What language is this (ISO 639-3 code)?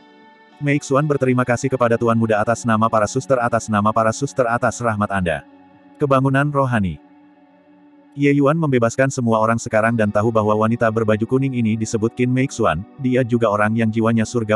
ind